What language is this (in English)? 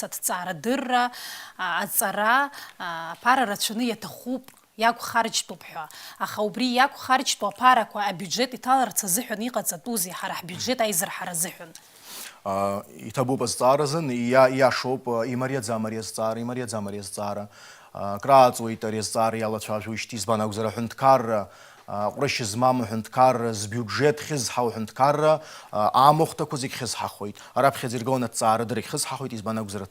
Abkhazian